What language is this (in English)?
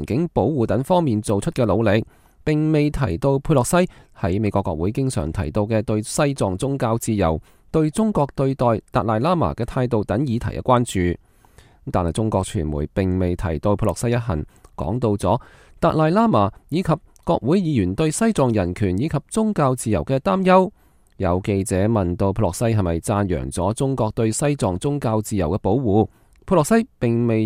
Cantonese